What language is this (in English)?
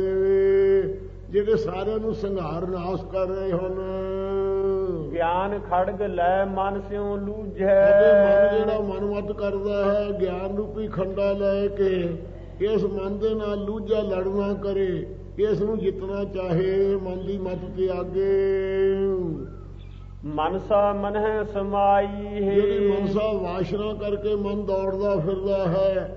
Punjabi